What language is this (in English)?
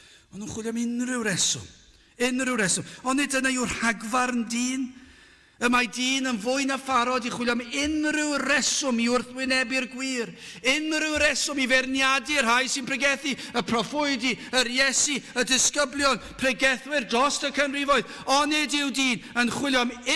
Welsh